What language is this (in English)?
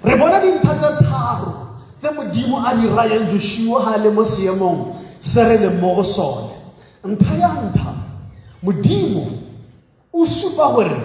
Tswana